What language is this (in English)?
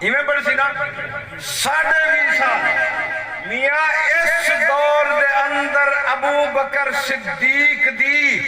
Saraiki